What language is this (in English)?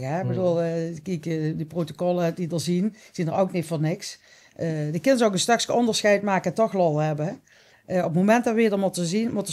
Limburgish